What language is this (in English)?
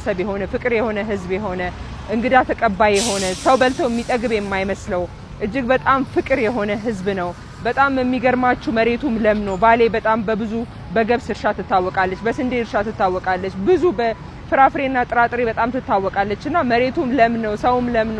Amharic